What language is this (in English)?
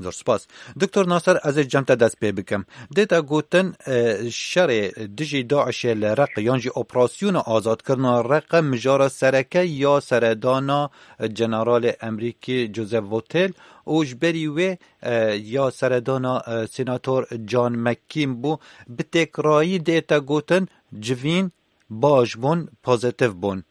Kurdish